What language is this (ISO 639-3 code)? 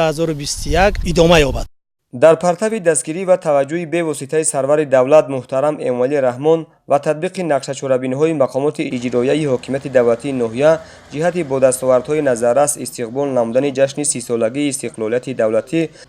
tgk